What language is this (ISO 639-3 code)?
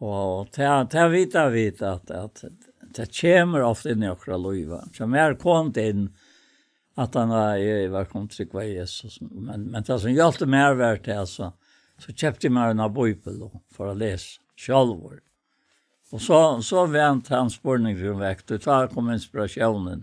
fao